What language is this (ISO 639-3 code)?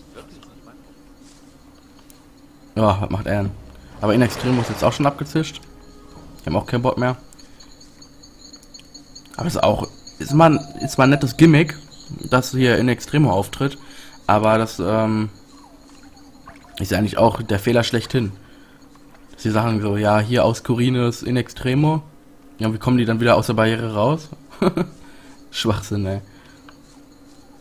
deu